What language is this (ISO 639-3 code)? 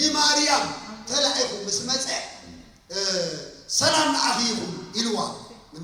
tir